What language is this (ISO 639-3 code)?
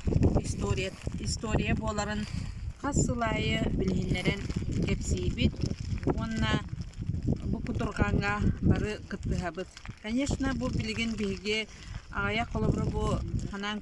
sah